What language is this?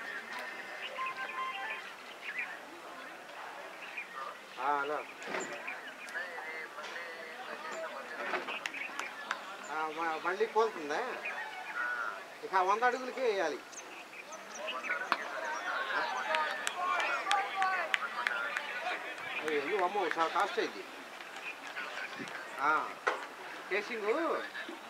Telugu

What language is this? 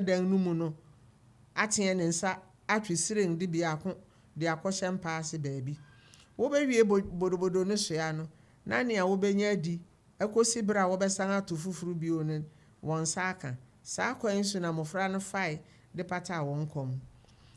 Akan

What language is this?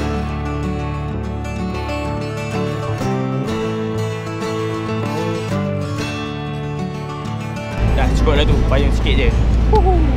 Malay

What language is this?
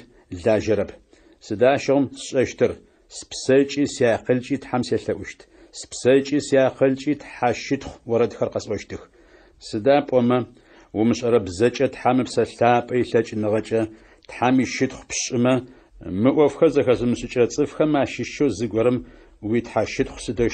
Adyghe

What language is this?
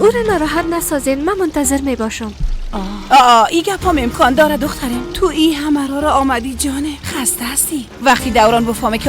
Persian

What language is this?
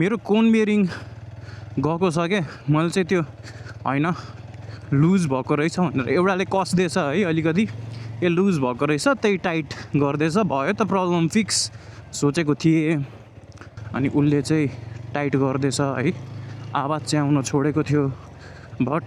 Nepali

